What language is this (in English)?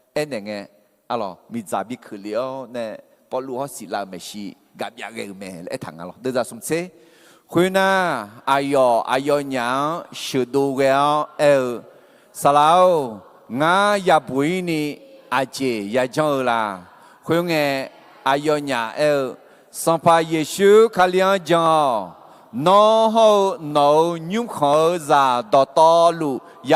Akha